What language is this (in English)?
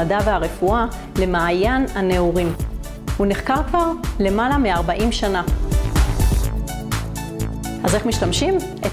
Hebrew